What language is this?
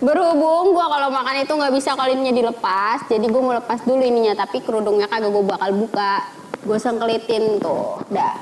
Betawi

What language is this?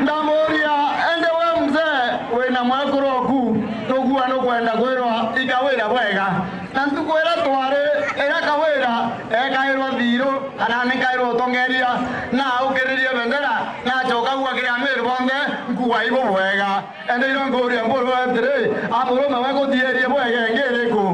Meru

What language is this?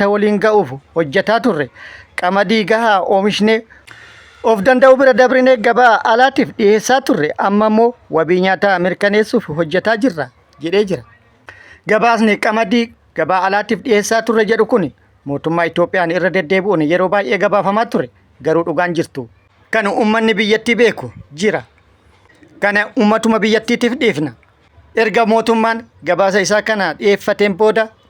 Oromo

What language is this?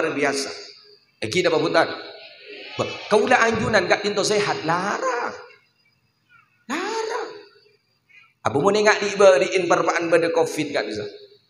Madurese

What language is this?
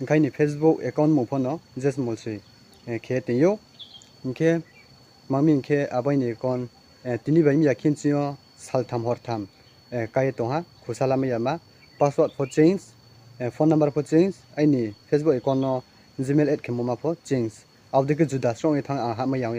Riang (India)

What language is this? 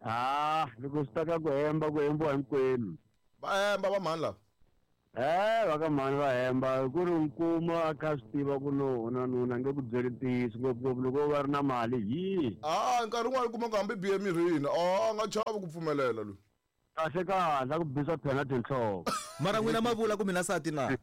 Tsonga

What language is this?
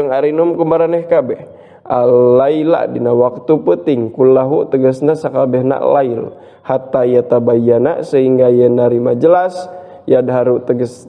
Sundanese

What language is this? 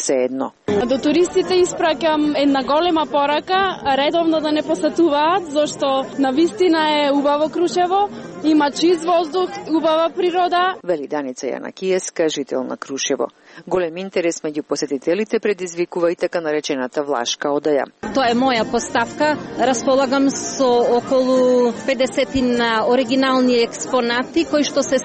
Macedonian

